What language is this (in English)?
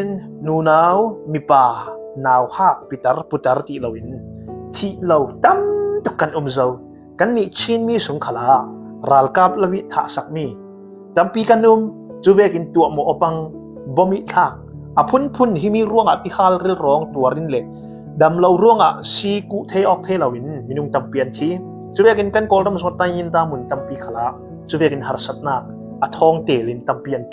Falam Chin